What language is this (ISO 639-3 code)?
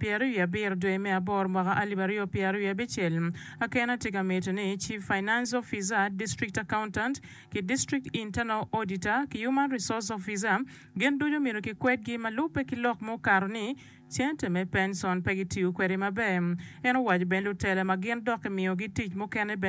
ach